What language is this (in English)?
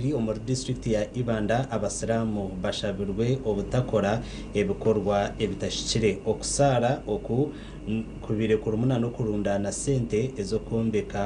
Nyankole